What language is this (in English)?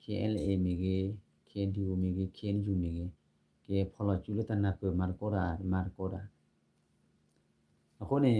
S'gaw Karen